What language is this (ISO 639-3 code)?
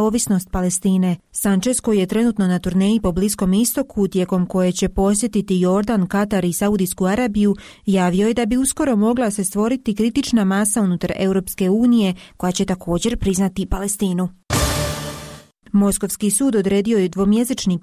hrv